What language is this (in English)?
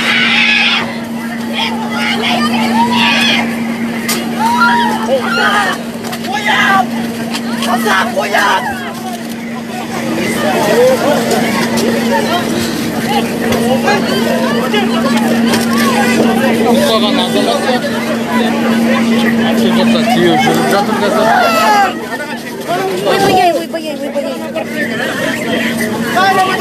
Kazakh